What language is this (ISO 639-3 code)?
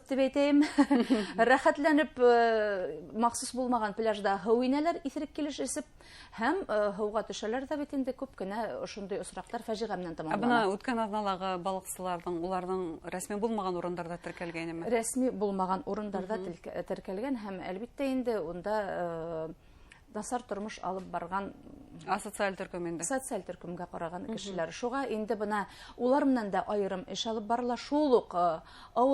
bak